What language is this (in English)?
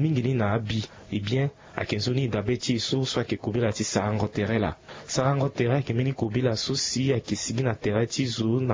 Sango